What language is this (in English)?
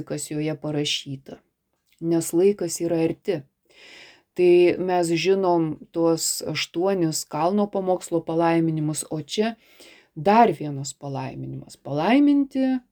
Lithuanian